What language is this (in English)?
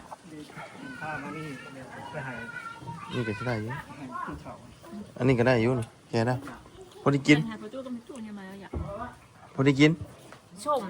Northeastern Thai